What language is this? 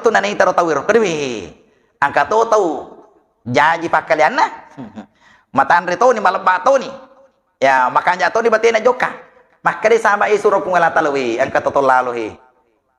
Buginese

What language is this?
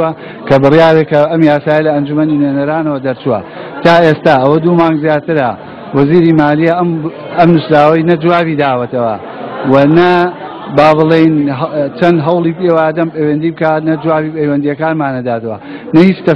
Central Kurdish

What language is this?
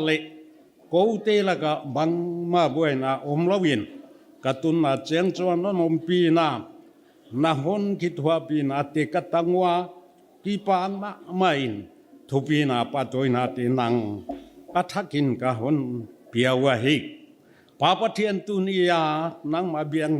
Paite Chin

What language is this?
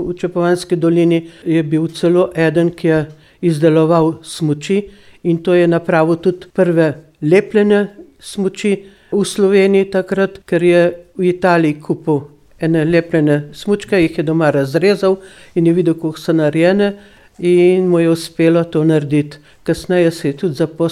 Slovenian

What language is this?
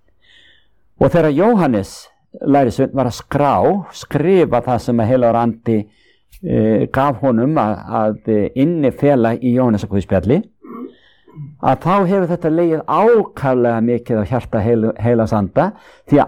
Icelandic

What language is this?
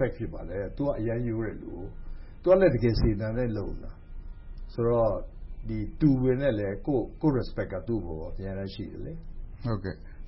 Burmese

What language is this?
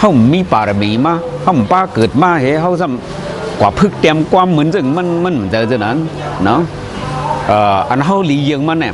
Shan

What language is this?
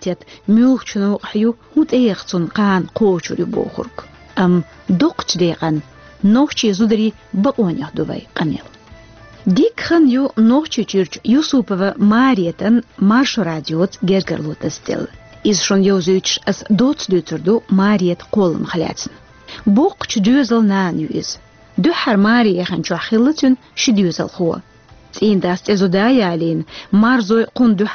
Chechen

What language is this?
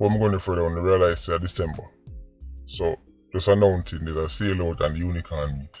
Jamaican Creole English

